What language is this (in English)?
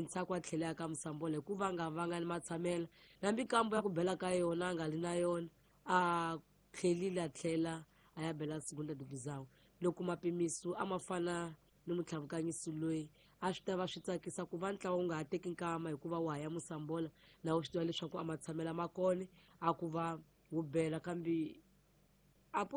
Tsonga